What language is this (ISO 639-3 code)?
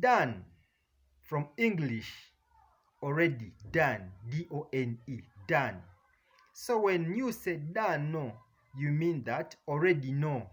jam